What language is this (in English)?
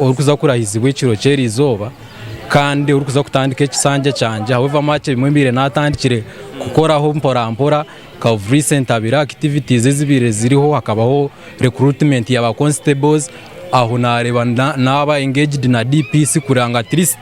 Nyankole